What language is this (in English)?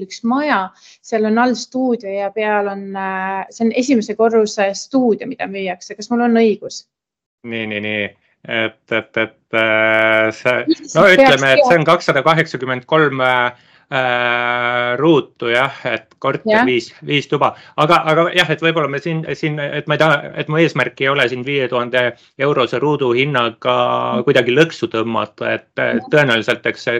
Estonian